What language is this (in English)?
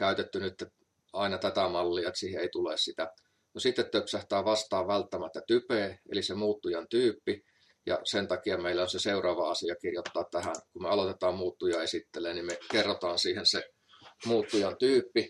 Finnish